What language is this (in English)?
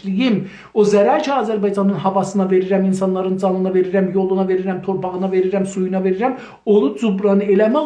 South Azerbaijani